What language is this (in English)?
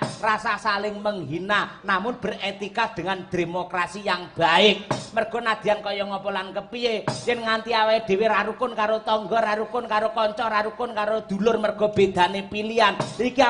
Javanese